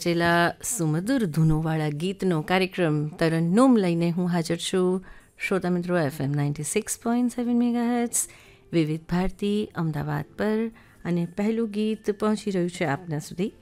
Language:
Gujarati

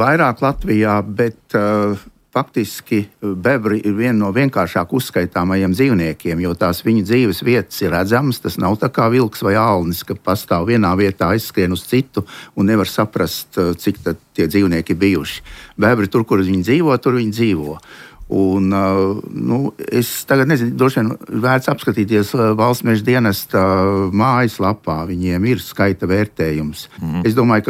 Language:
Latvian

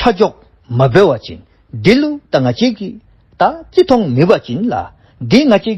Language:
Dzongkha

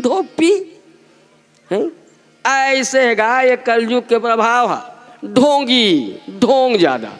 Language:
Chhattisgarhi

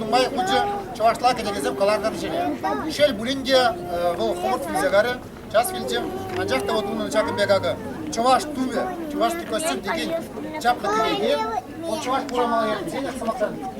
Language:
Chuvash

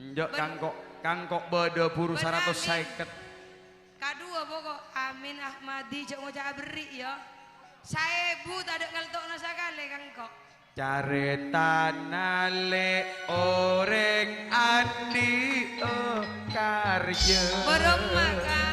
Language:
Madurese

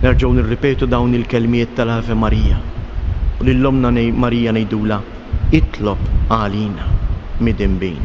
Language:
Maltese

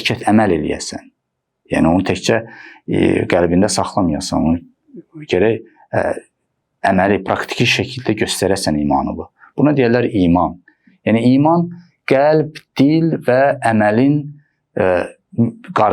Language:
Azerbaijani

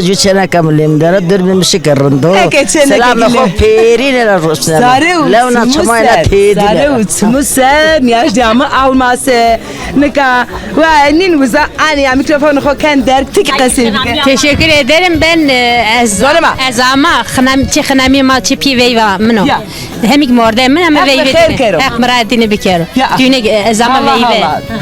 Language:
Zaza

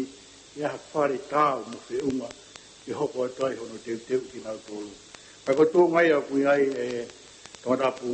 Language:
Tongan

